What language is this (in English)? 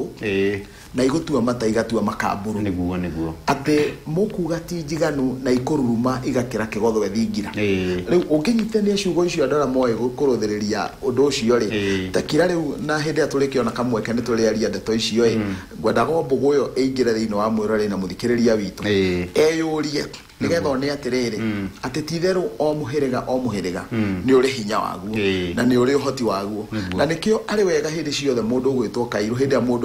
Kikuyu